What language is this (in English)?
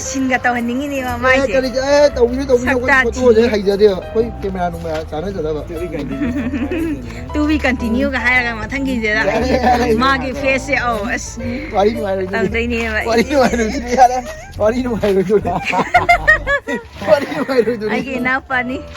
Manipuri